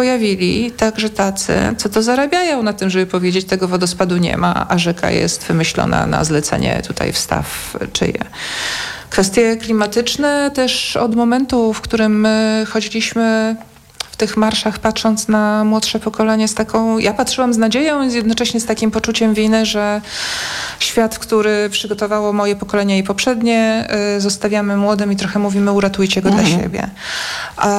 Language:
Polish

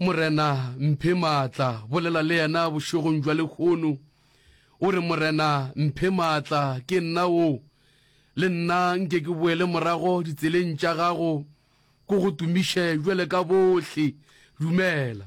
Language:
Northern Sotho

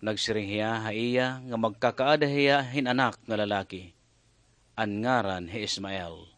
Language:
Waray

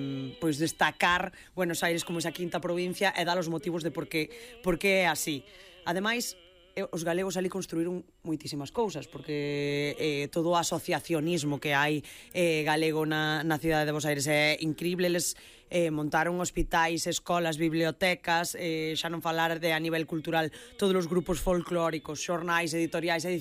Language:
Galician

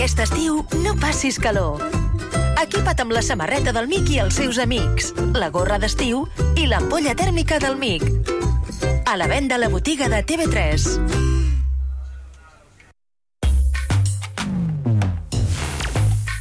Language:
Catalan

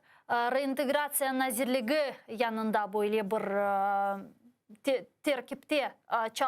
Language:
Crimean Tatar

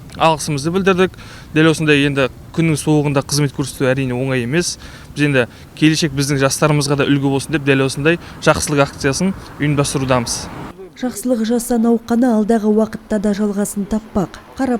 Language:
Kazakh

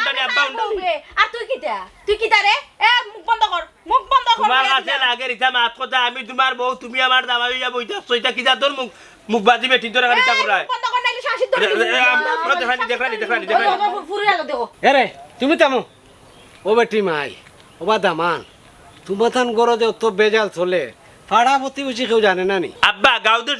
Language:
Sylheti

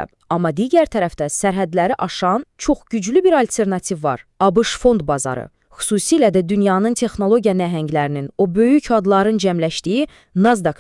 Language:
Azerbaijani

